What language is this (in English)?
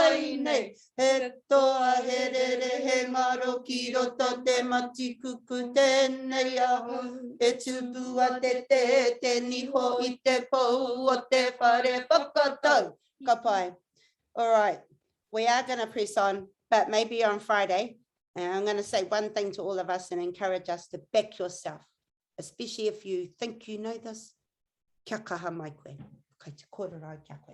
Māori